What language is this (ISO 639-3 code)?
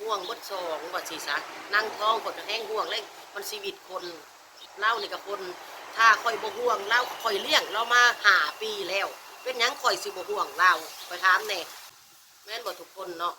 tts